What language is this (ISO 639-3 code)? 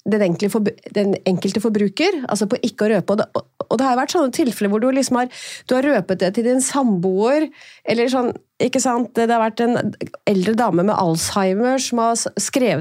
nor